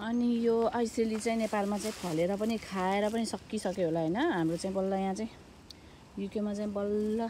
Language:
Nepali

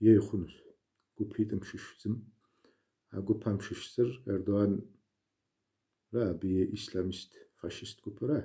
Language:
Kabardian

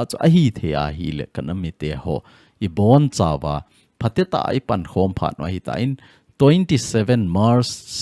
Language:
Thado Chin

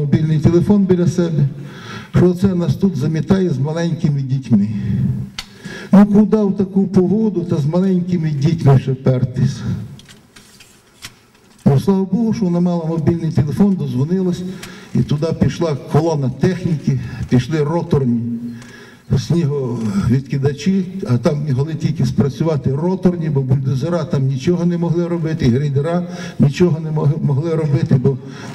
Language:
Ukrainian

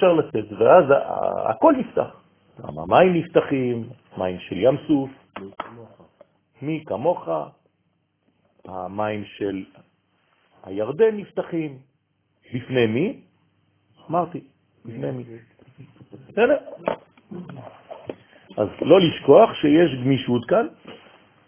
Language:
Hebrew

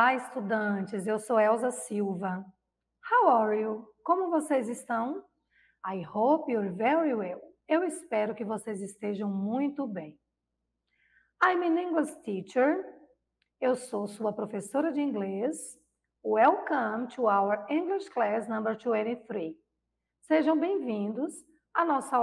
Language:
Portuguese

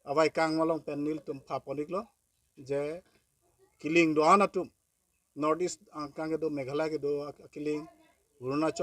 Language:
Karbi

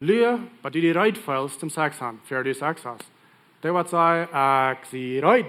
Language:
Plautdietsch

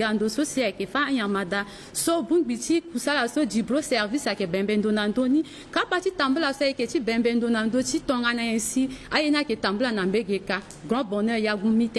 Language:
Sango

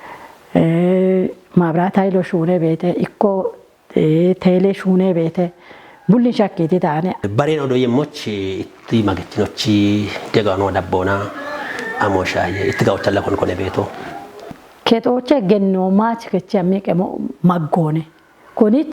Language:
Kafa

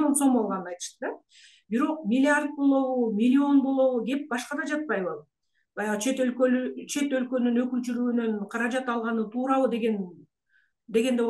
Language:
Kyrgyz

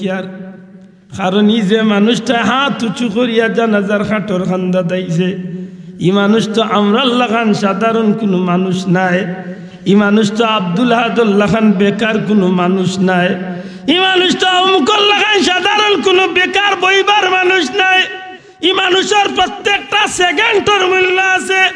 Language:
Sylheti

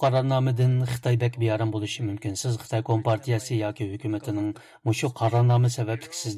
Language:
Uyghur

